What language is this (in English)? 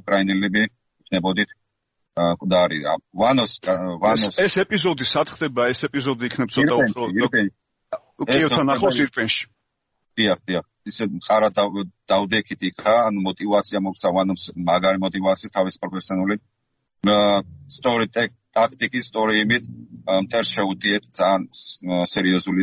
Georgian